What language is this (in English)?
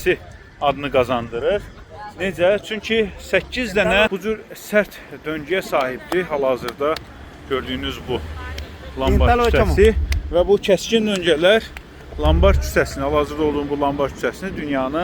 Azerbaijani